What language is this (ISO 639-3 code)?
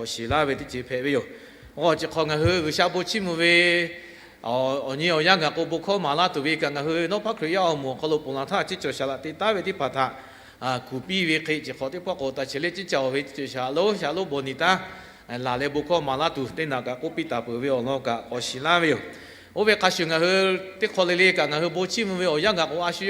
lhu